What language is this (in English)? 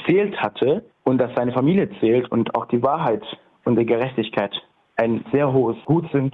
German